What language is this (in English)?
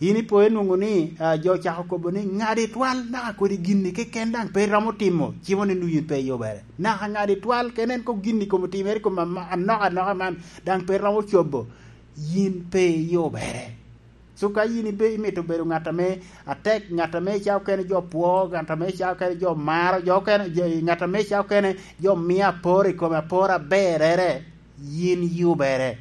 Lango (Uganda)